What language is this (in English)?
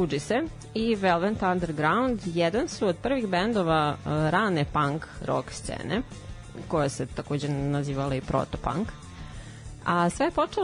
Serbian